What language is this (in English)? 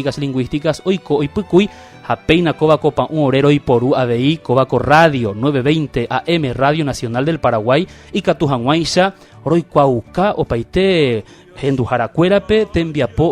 Guarani